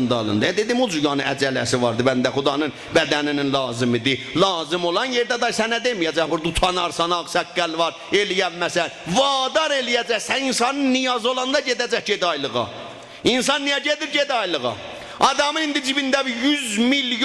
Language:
South Azerbaijani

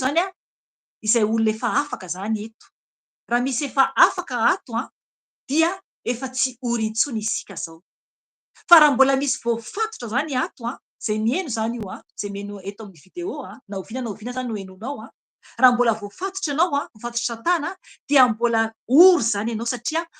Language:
Malagasy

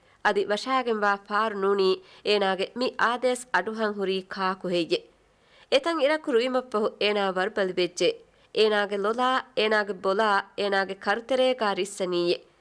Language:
Divehi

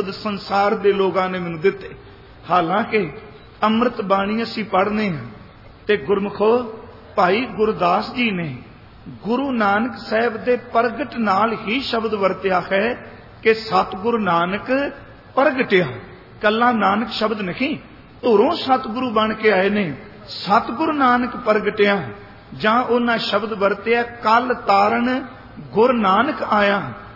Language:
Punjabi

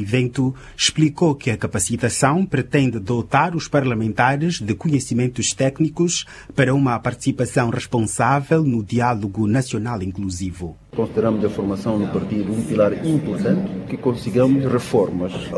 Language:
Portuguese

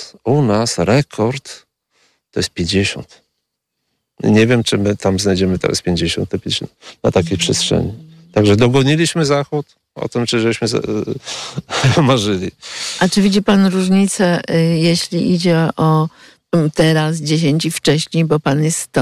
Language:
Polish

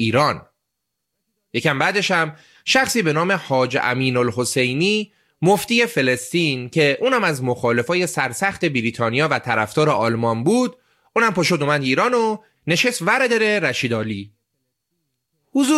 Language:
Persian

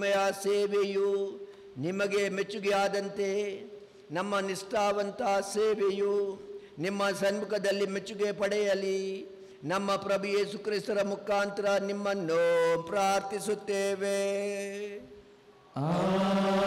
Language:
Kannada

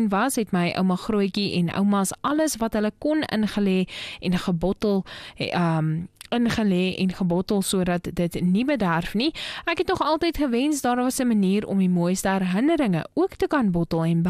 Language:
Afrikaans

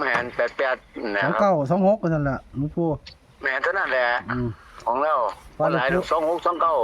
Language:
Northeastern Thai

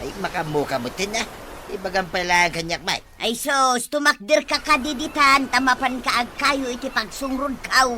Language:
Iloko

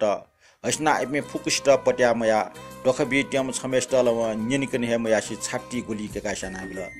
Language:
Newari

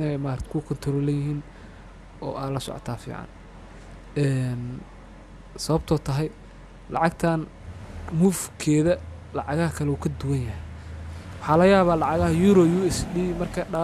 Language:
Somali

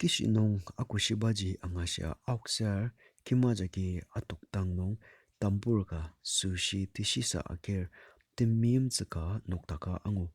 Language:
Ao Naga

